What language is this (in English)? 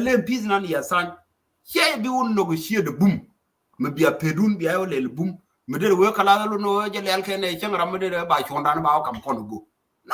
Nuer